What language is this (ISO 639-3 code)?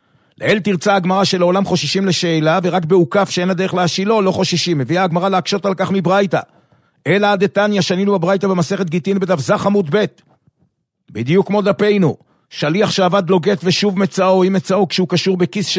heb